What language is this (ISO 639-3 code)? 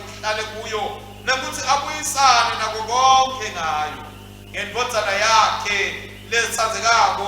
ssw